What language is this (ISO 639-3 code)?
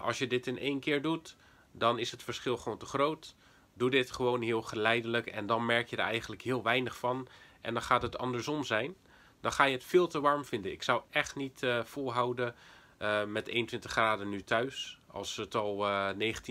nld